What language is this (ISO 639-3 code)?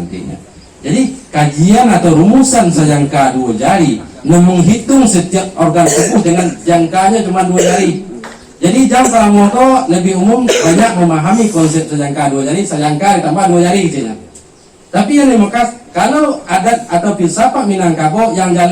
min